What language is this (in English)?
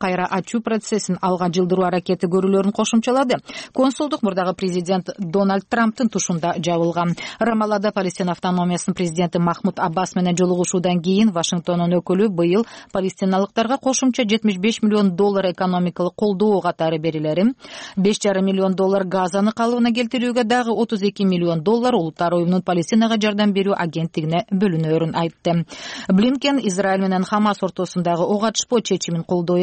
Kyrgyz